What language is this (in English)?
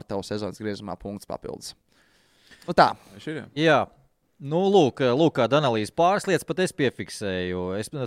Latvian